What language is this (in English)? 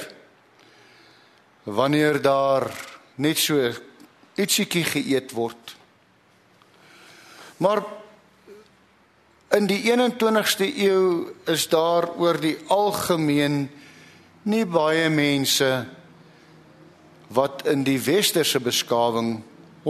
Afrikaans